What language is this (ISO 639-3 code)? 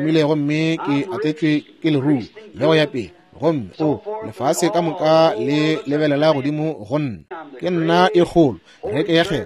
nso